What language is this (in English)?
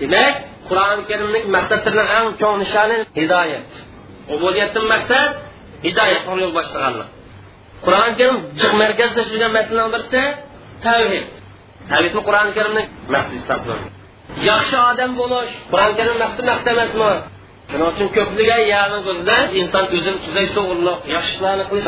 Uyghur